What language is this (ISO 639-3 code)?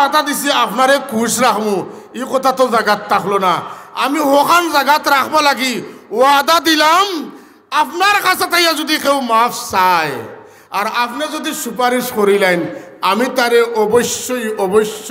syl